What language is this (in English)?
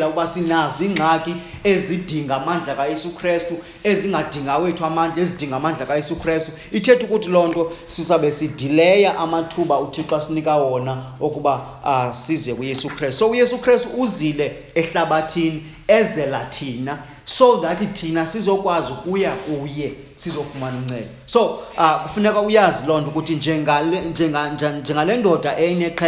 Xhosa